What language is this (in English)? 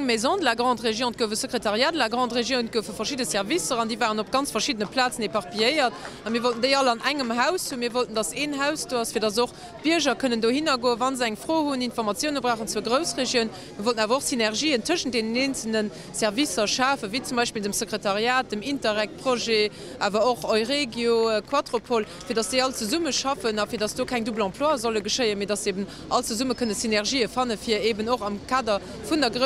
Luxembourgish